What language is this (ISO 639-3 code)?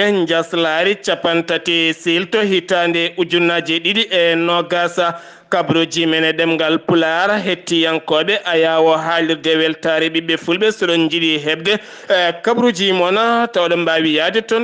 ful